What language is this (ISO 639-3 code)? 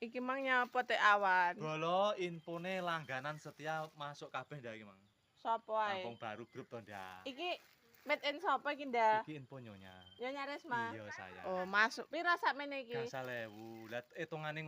jav